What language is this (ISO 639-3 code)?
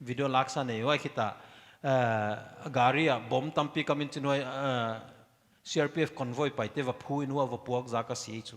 pck